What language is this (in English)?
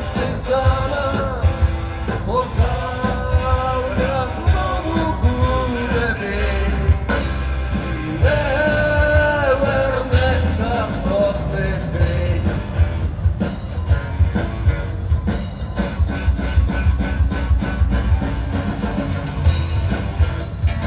Ukrainian